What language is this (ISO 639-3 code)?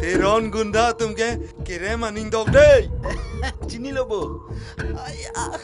mjw